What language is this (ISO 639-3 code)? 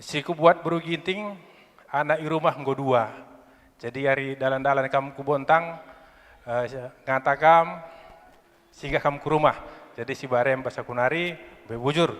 btx